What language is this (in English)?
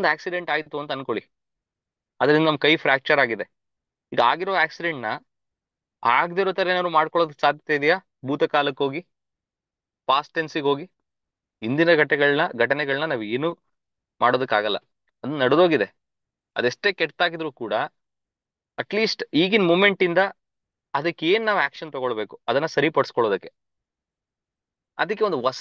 Kannada